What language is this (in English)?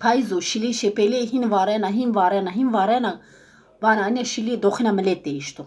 Zaza